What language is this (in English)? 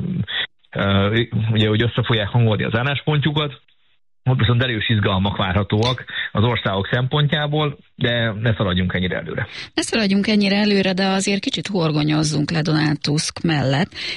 Hungarian